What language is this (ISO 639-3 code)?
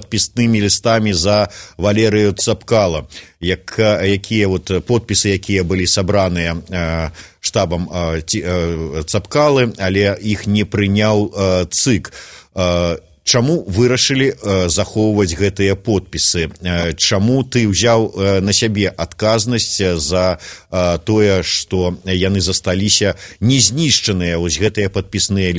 bel